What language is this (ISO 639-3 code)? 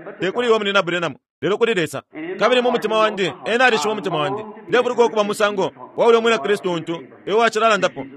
bem